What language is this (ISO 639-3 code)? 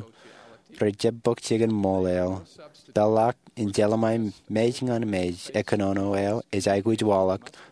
mah